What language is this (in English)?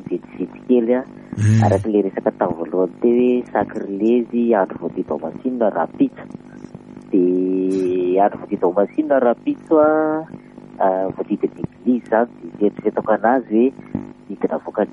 Malagasy